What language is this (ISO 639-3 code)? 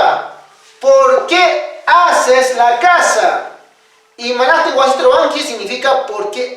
que